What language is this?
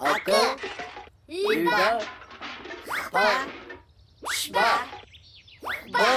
Abkhazian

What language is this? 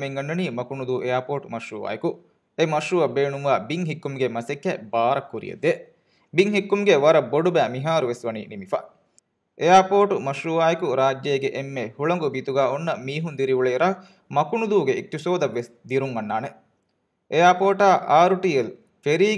Divehi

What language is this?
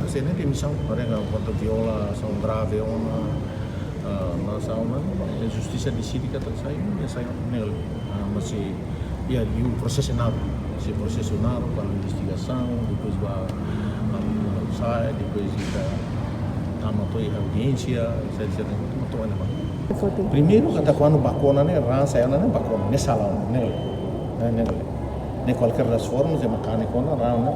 Tetum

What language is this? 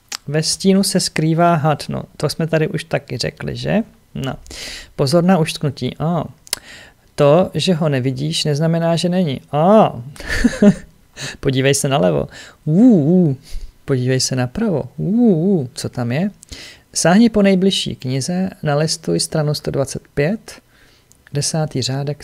Czech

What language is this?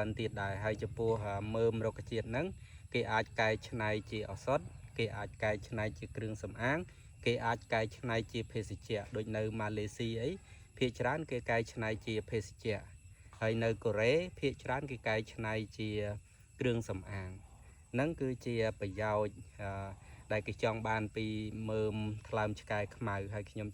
Khmer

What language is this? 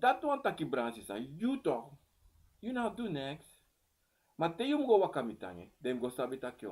Sranan Tongo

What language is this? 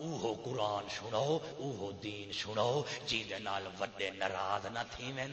Saraiki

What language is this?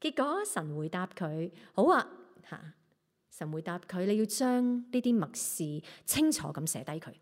Cantonese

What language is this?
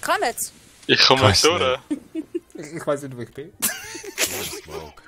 Swiss German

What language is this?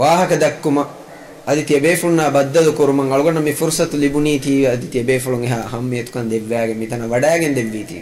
Divehi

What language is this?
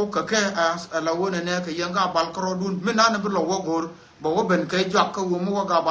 Nuer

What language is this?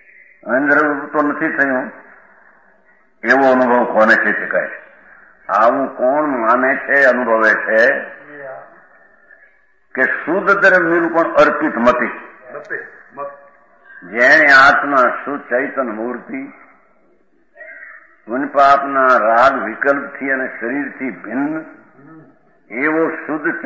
Gujarati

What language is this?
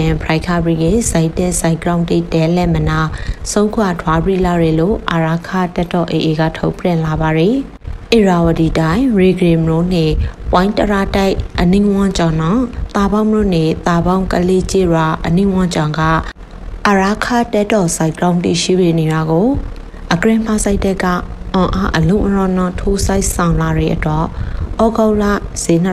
Burmese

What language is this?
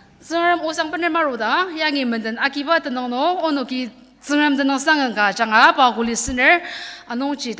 Ao Naga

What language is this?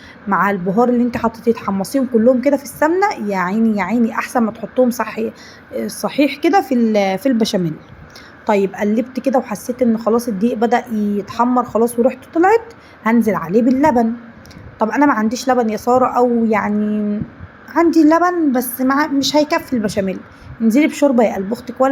Egyptian Arabic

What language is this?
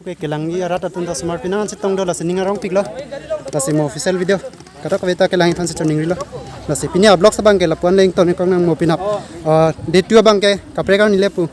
Karbi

